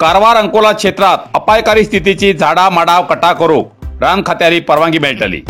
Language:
Konkani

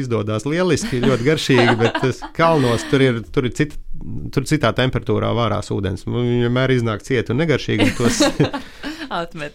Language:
Latvian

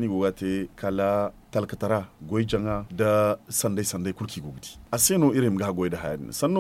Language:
Zarma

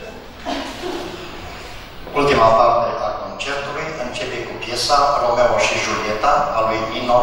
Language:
Romanian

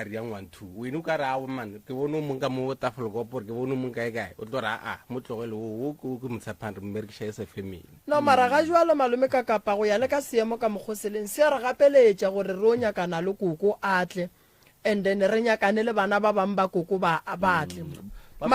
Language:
Northern Sotho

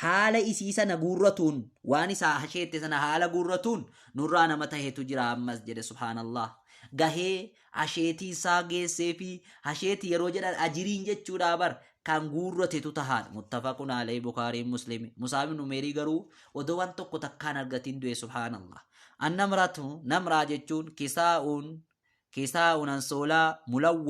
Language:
Oromo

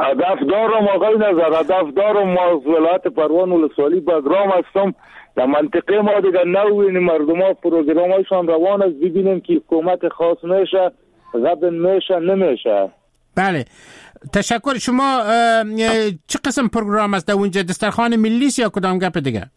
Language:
Persian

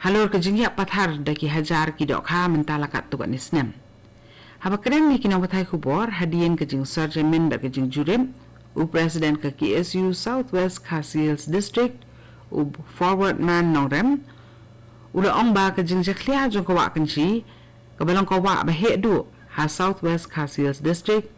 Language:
Khasi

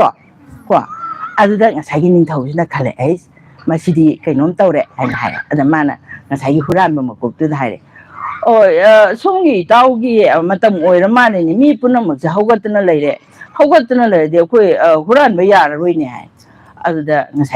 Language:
Manipuri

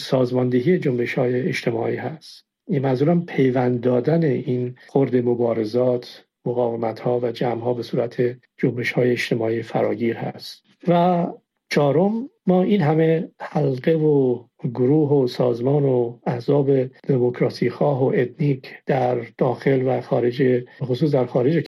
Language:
Persian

